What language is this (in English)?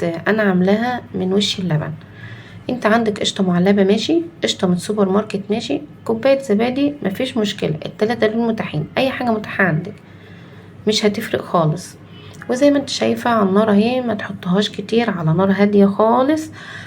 Egyptian Arabic